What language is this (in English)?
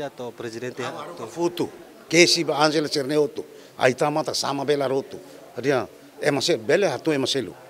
Tetum